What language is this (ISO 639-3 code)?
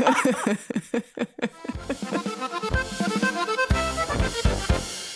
bar